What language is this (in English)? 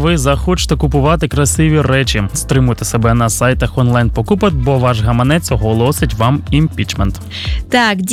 Ukrainian